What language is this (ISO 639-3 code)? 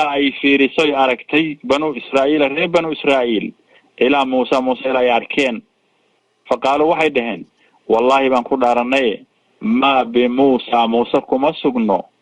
som